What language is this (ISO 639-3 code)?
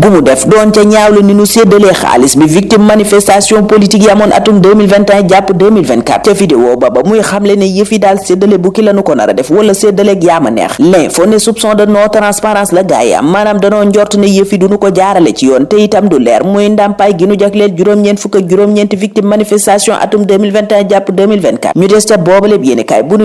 wol